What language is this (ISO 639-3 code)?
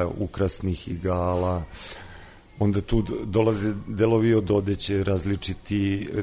srp